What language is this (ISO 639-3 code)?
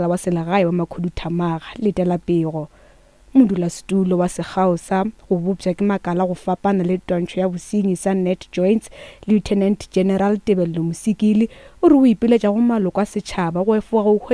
nso